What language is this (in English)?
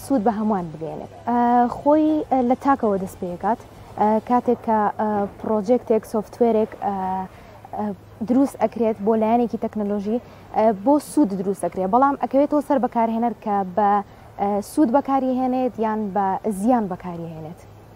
Central Kurdish